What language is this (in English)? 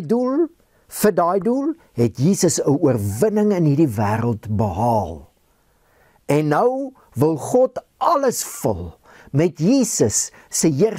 Afrikaans